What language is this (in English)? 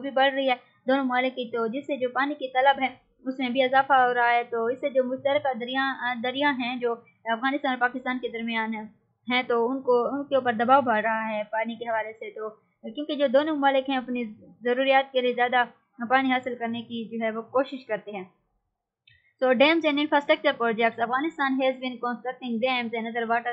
Urdu